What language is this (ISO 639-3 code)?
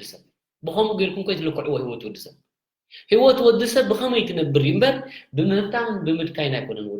tir